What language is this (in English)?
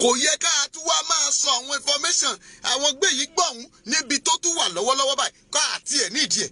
Yoruba